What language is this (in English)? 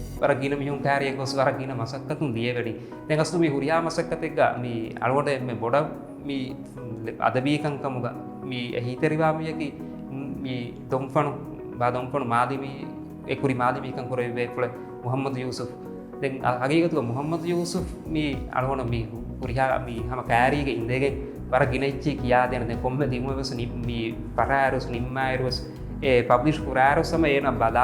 Divehi